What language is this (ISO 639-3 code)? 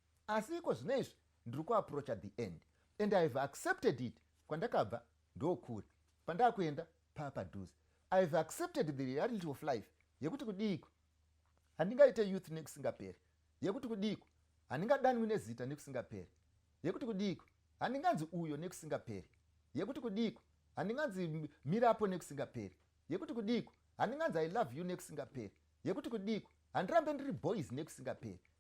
sna